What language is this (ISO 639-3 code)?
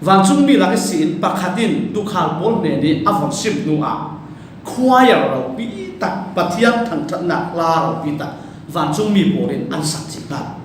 cfm